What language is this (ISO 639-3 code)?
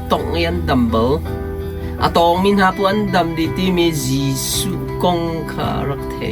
cnh